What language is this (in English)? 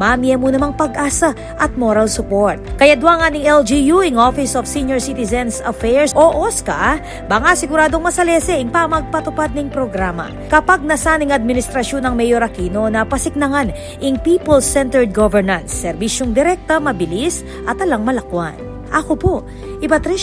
Pampanga